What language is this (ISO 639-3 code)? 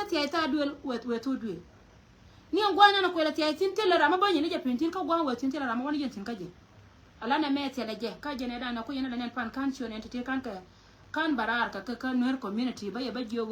nus